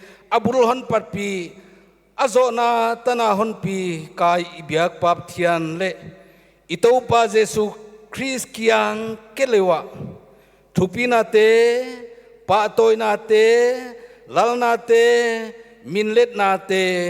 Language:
Paite Chin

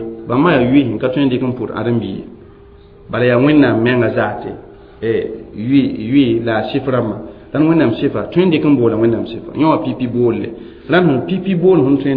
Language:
Mossi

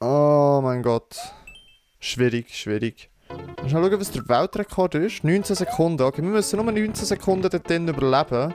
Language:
Swiss German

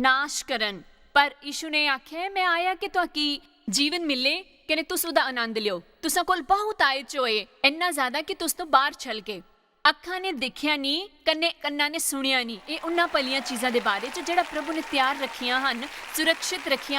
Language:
Dogri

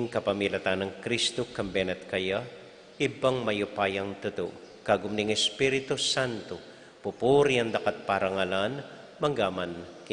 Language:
Pampanga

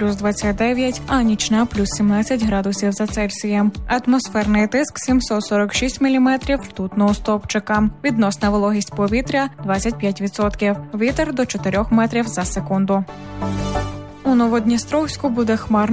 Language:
Ukrainian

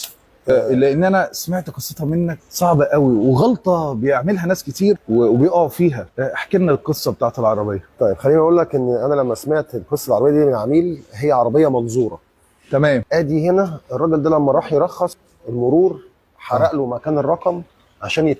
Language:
Egyptian Arabic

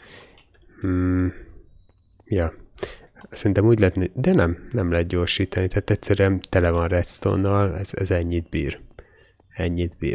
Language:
Hungarian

